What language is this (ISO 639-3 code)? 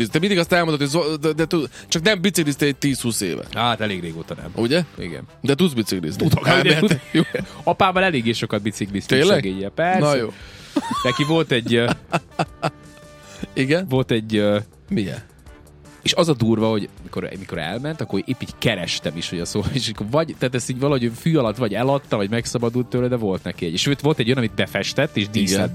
hun